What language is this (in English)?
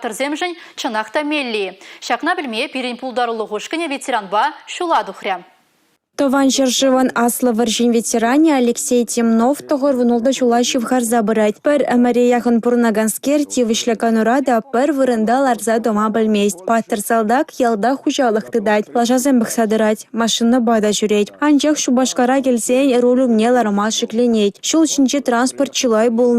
Chuvash